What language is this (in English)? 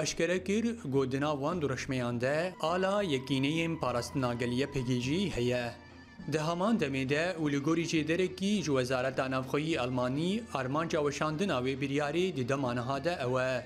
Kurdish